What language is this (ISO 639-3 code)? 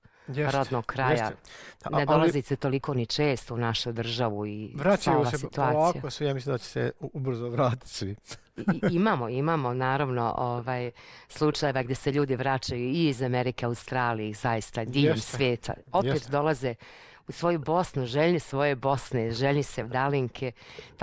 bos